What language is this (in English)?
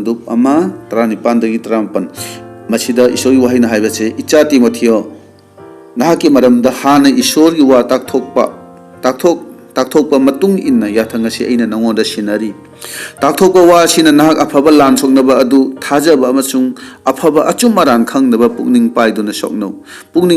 Manipuri